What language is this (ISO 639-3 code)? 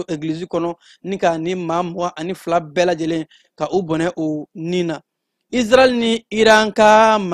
bam